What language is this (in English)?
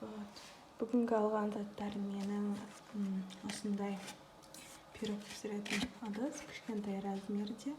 Kazakh